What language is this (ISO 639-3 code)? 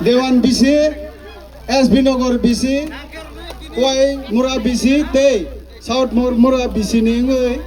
trp